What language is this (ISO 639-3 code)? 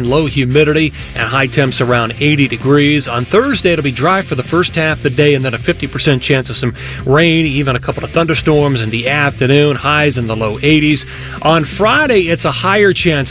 eng